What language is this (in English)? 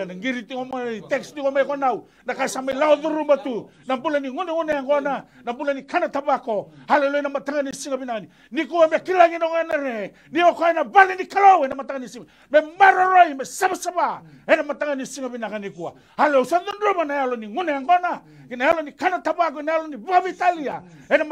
Fijian